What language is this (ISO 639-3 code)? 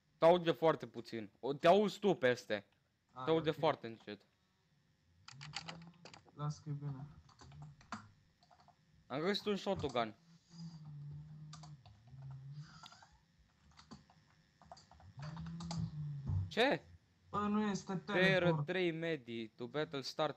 ron